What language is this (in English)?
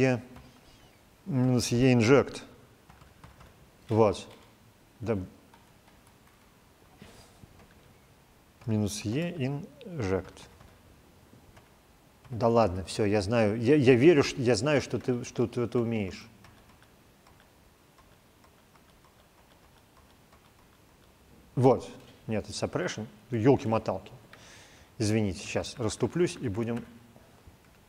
Russian